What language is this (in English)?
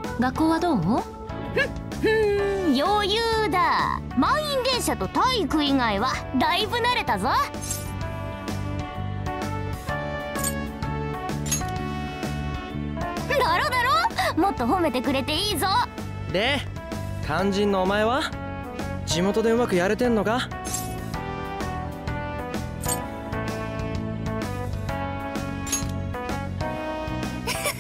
Japanese